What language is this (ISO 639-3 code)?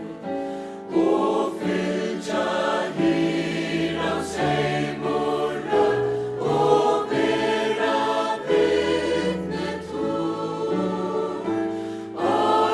fao